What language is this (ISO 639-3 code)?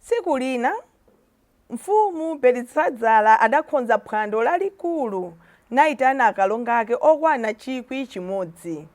nya